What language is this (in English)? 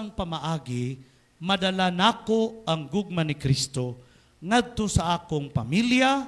Cebuano